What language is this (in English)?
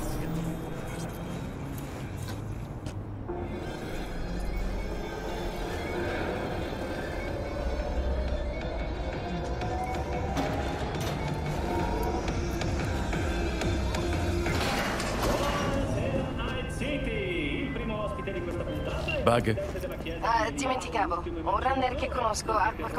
Italian